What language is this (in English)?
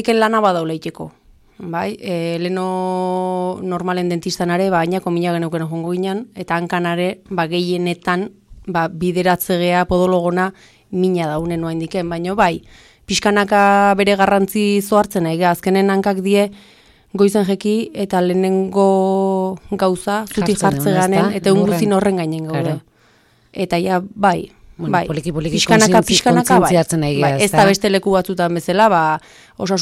Basque